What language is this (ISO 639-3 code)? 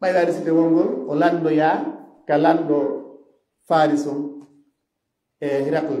ful